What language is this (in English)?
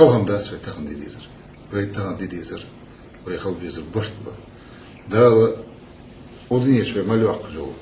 Ingush